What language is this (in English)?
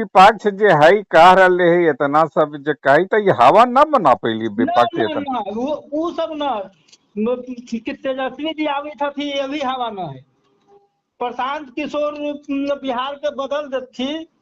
Magahi